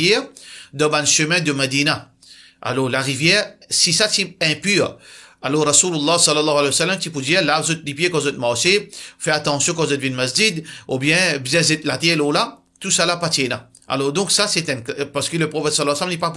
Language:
Morisyen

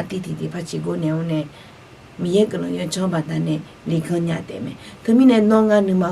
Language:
Akha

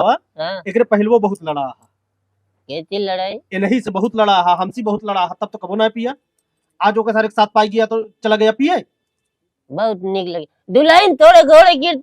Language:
Awadhi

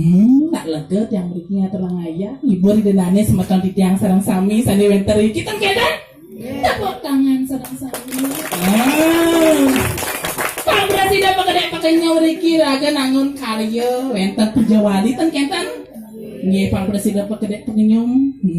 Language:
Balinese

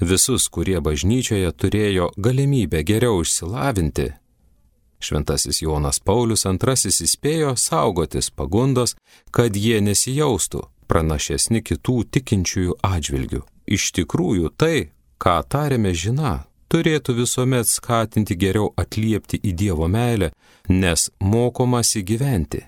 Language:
Lithuanian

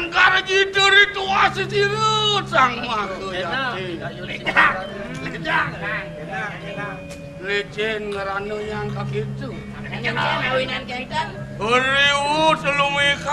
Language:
Balinese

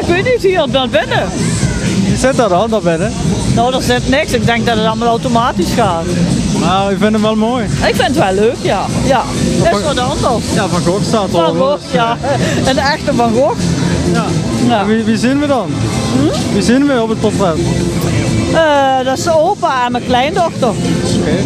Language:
Limburgish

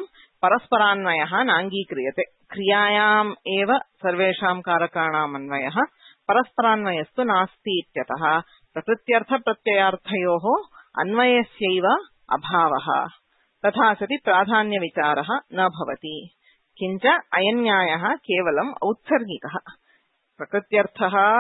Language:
Sanskrit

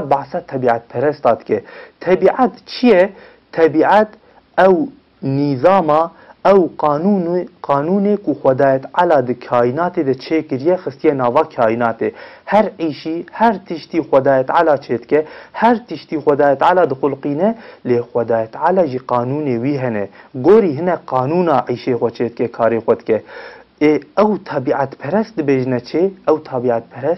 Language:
Kurdish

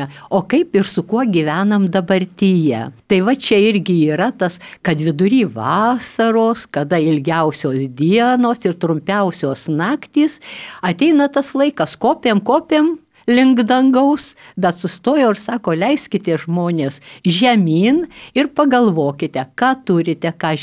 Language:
Lithuanian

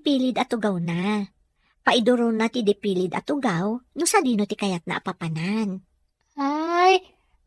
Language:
Iloko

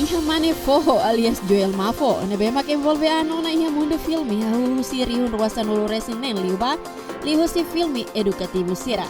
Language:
Tetum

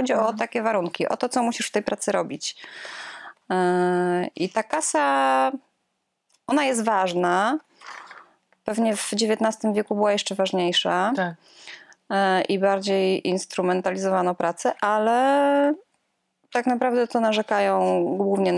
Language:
Polish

